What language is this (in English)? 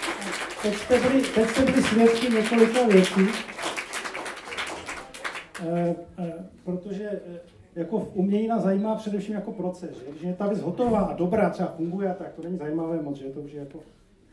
Czech